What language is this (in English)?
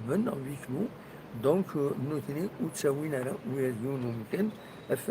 Kabyle